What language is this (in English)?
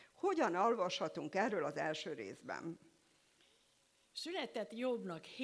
Hungarian